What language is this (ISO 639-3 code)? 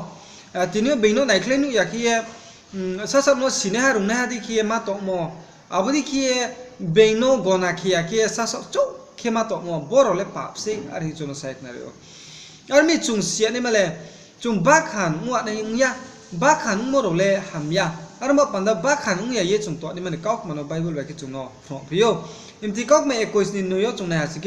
ria